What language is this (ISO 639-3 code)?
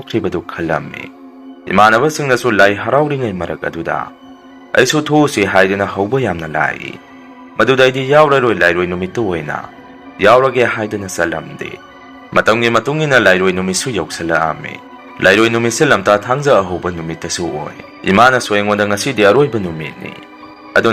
mni